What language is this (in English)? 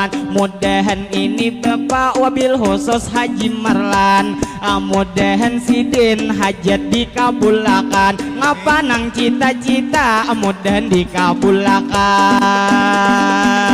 Banjar